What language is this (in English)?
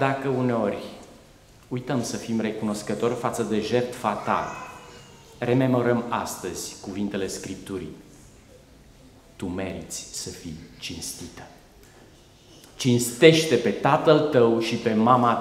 Romanian